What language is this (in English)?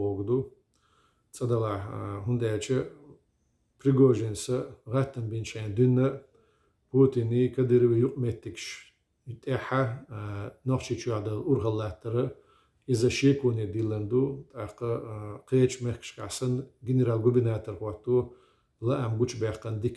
Chechen